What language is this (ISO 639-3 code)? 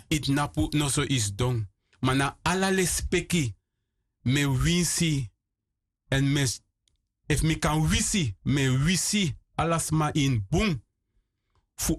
srn